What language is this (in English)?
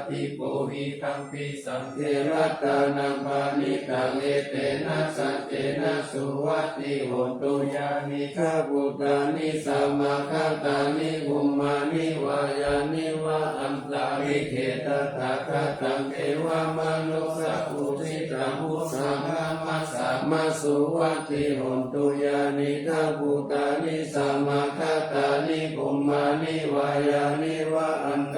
Pali